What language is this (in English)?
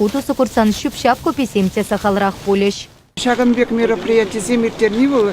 Chuvash